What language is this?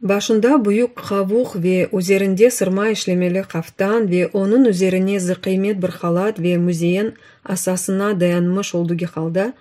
Crimean Tatar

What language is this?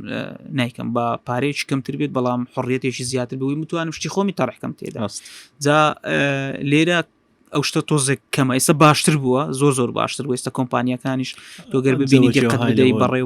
Central Kurdish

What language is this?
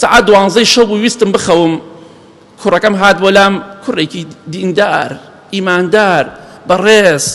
Central Kurdish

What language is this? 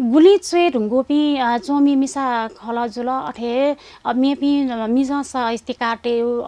Newari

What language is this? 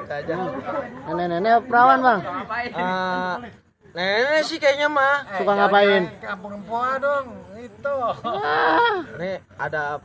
Betawi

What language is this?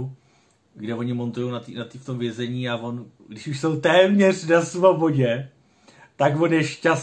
Czech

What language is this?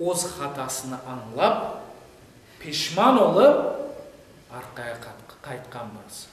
Crimean Tatar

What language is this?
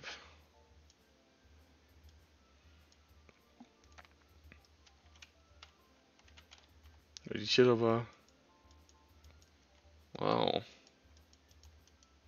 Danish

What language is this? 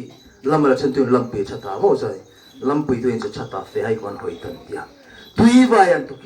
Hmar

